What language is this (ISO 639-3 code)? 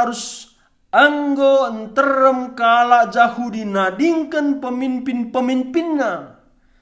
btx